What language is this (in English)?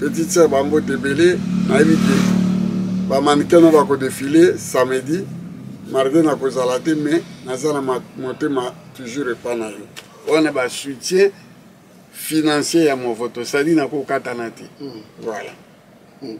Lingala